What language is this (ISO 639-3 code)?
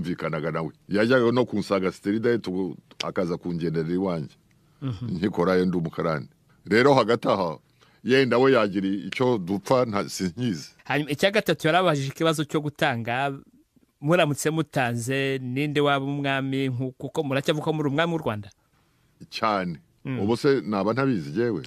kin